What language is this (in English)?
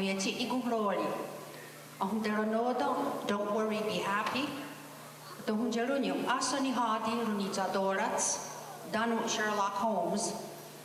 Mohawk